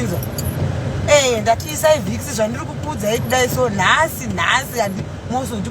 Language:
Shona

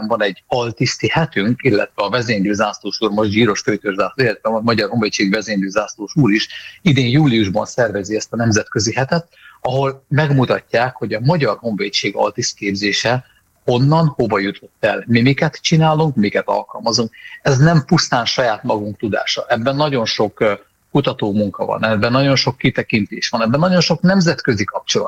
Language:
Hungarian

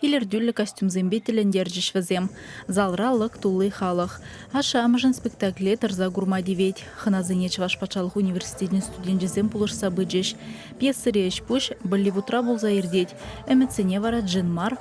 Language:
Chuvash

